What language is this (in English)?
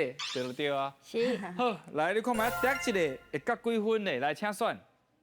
Min Nan Chinese